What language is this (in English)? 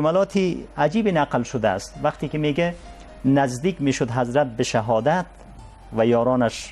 Persian